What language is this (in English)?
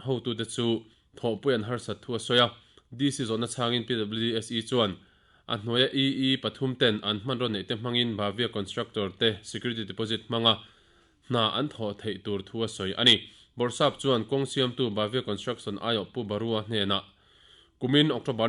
Mizo